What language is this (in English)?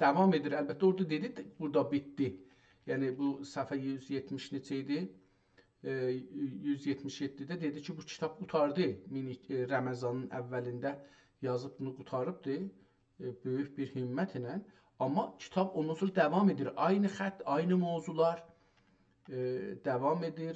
South Azerbaijani